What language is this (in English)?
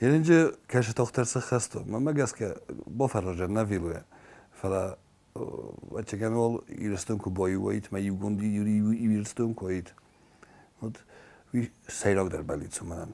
Ossetic